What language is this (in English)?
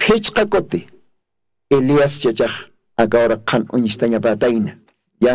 Aymara